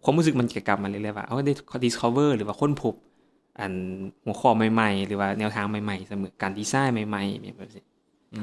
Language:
Lao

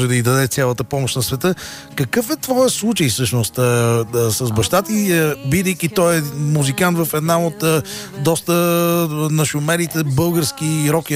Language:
Bulgarian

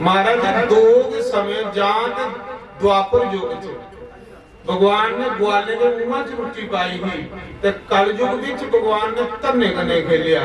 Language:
Dogri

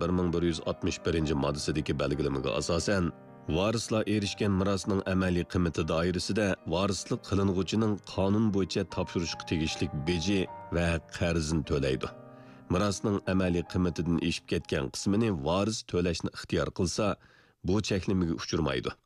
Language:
Uyghur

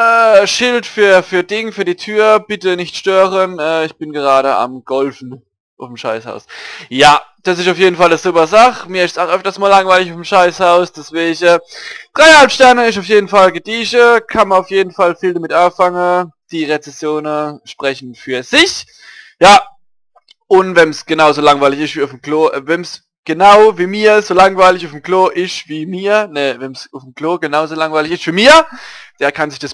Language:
Palatine German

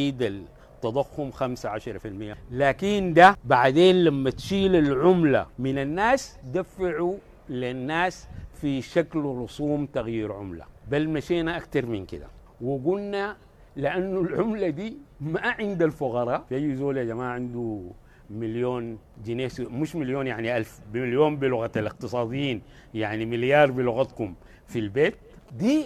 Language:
Sudanese Arabic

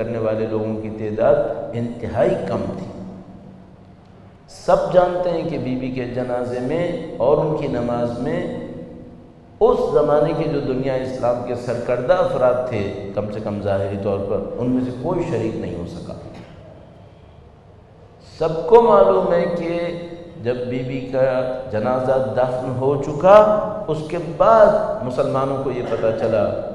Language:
Urdu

